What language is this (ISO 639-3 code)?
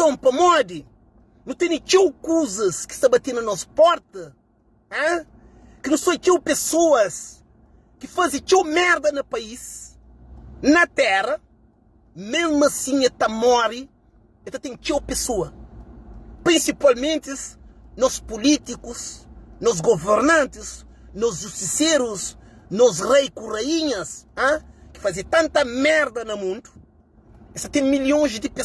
kea